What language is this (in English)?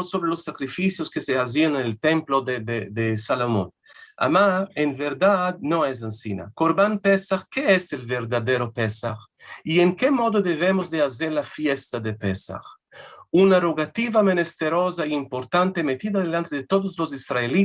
Ladino